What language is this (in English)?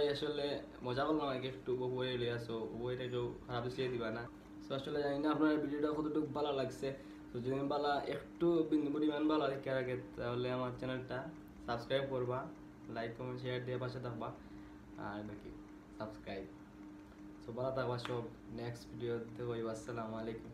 Sylheti